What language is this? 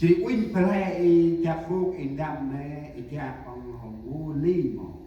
Central Mnong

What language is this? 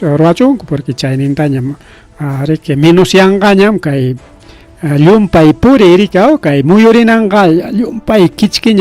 Ayacucho Quechua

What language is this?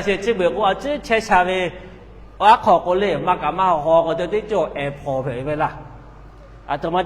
Lahu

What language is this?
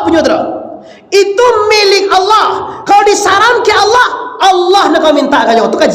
Minangkabau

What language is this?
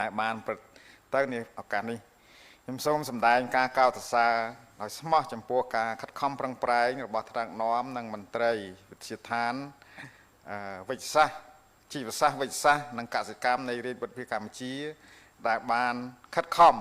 Khmer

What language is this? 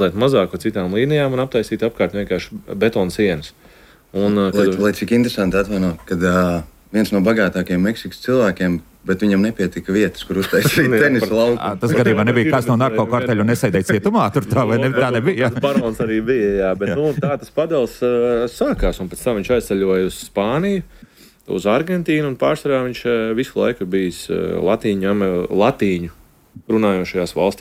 Latvian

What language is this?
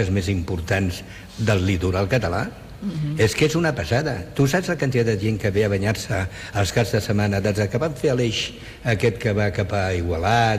Catalan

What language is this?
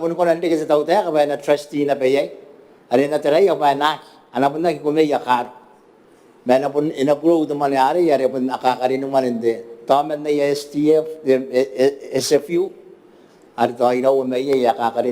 Gilbertese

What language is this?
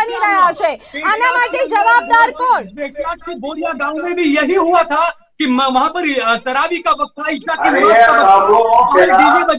Gujarati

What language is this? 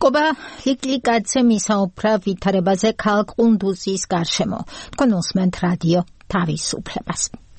Georgian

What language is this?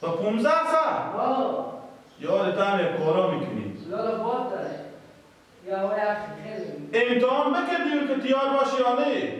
Persian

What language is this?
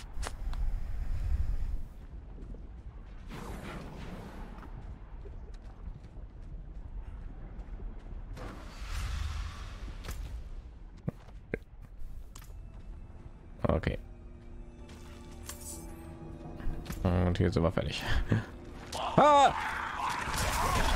German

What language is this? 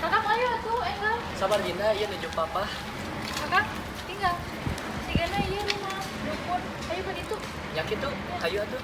Sundanese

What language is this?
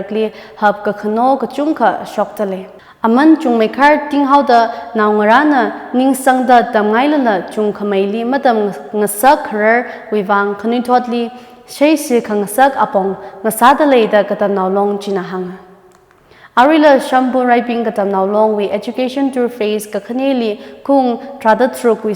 Tangkhul Naga (India)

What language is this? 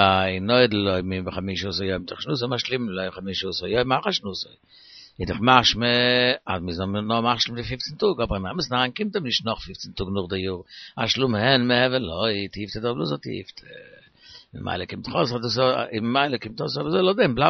Yiddish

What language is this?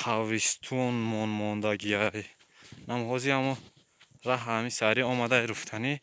Tajik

